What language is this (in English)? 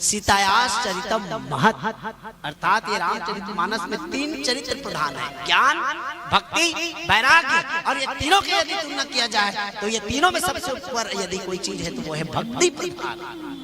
Chhattisgarhi